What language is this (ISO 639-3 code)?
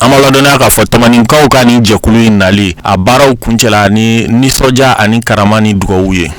bam